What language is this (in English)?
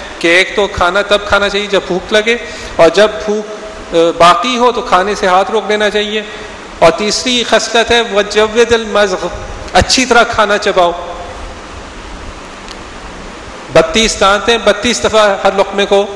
Urdu